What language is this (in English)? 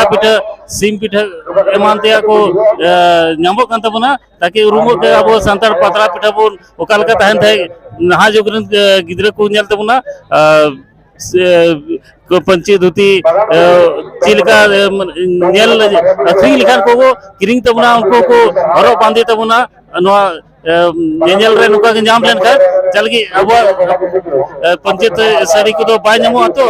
Santali